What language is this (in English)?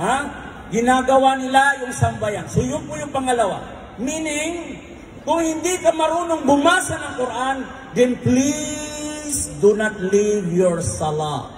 Maranao